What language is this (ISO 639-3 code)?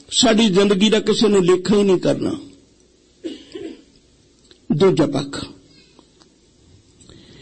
pan